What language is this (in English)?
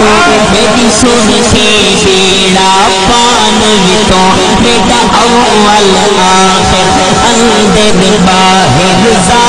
Saraiki